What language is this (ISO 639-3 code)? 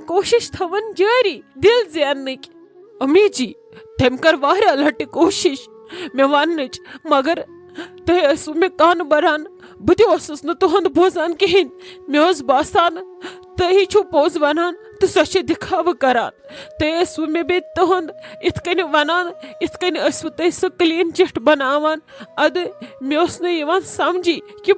kas